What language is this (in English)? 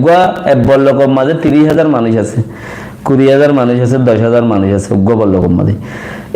Rohingya